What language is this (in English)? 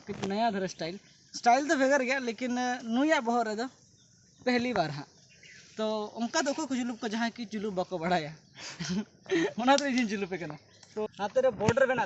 Santali